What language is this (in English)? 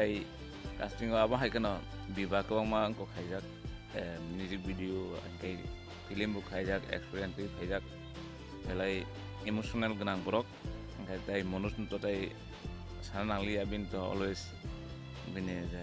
Kok Borok